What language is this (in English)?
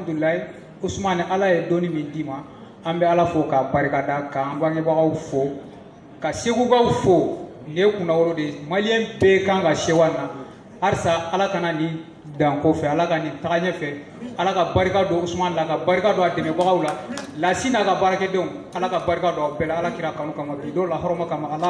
Bambara